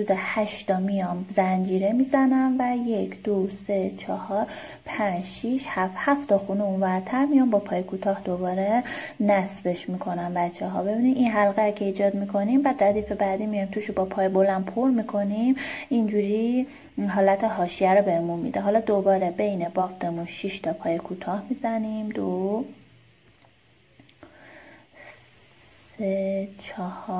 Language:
Persian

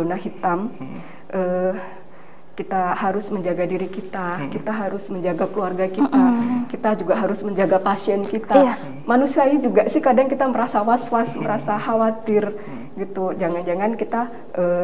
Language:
Indonesian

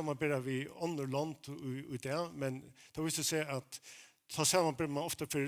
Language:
Faroese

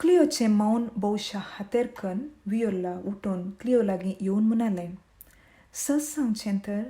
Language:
Konkani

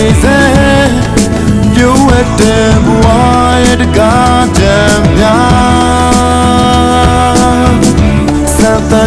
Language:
Burmese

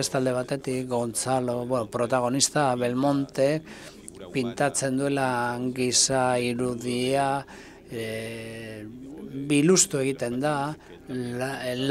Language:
Basque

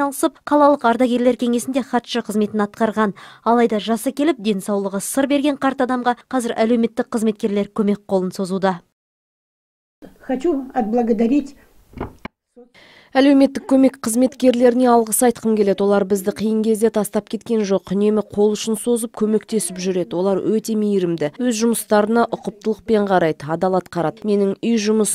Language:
Kazakh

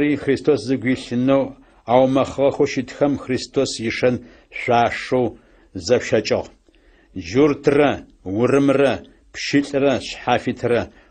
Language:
Adyghe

